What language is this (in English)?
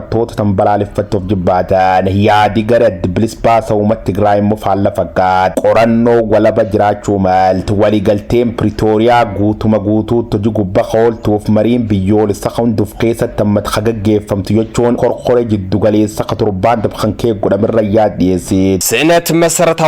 Oromo